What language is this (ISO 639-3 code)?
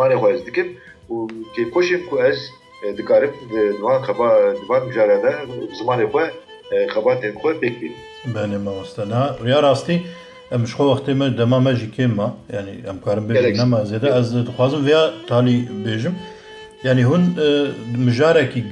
kur